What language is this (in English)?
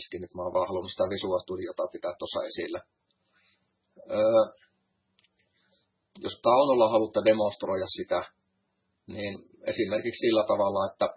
Finnish